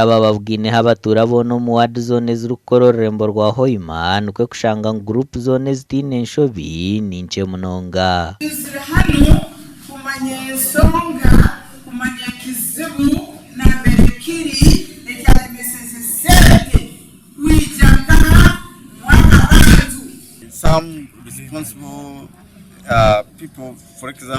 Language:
Nyankole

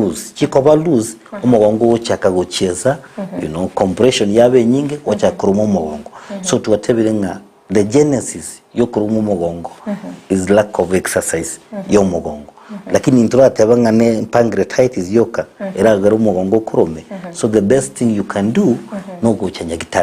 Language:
Gusii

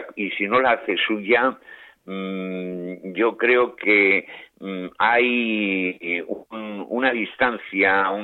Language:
Spanish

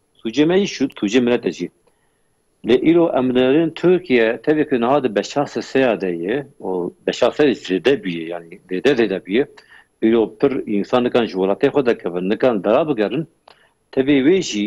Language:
Kurdish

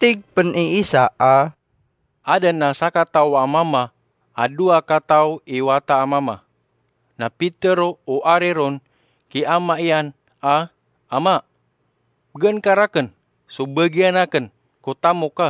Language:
Maranao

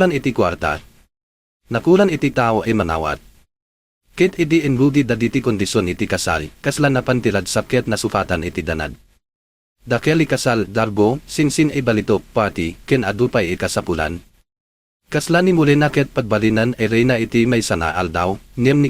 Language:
Iloko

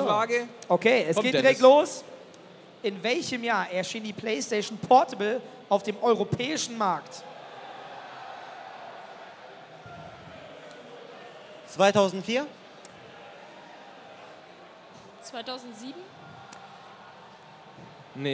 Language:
German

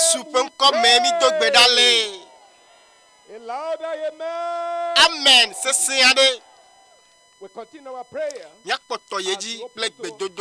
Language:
Ewe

